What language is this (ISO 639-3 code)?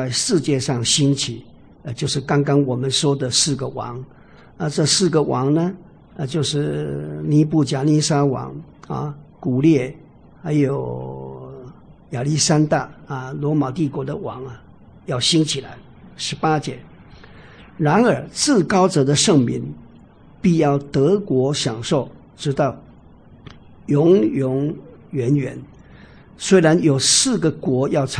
zho